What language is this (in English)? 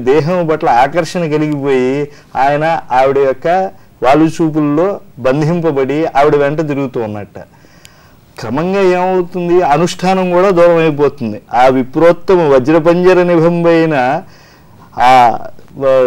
Telugu